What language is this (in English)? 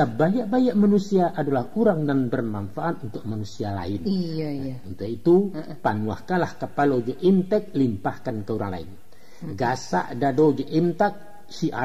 Minangkabau